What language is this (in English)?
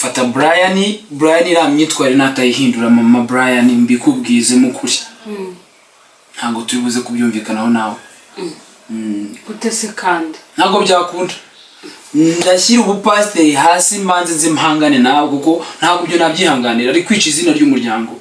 Kinyarwanda